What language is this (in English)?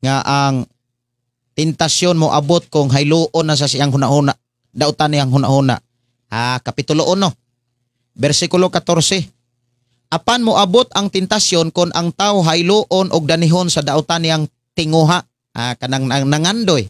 Cebuano